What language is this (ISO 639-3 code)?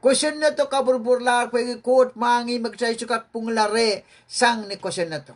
pon